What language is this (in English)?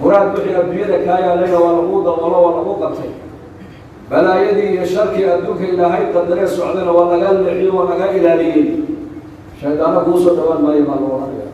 Somali